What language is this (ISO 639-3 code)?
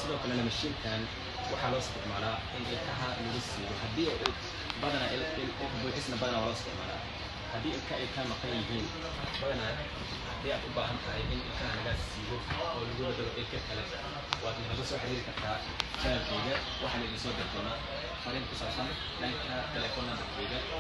som